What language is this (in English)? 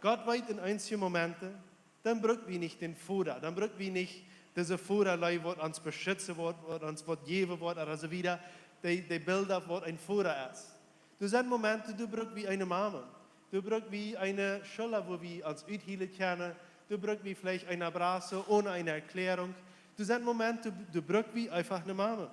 Plautdietsch